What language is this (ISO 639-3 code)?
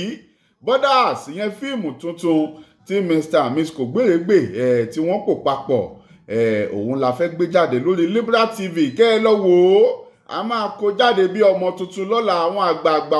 yor